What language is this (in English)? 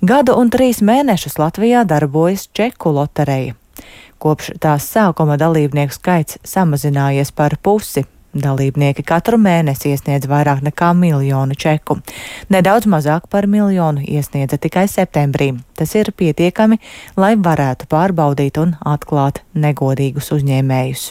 Latvian